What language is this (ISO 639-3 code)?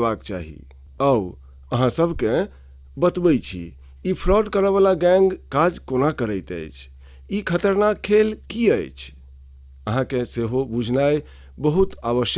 mai